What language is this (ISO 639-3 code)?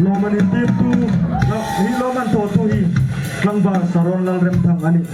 hmr